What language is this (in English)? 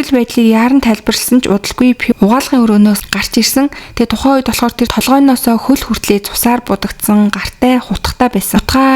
Mongolian